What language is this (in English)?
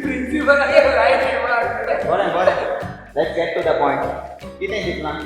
Konkani